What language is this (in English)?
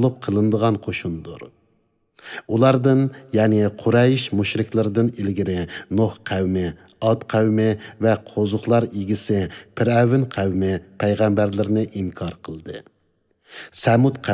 Uyghur